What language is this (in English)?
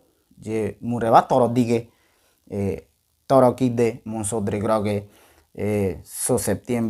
Ngäbere